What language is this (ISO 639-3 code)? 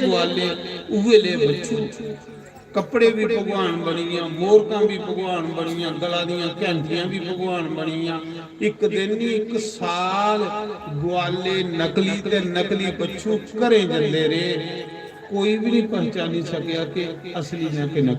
doi